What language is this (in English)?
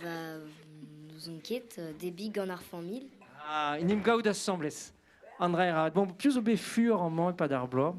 Breton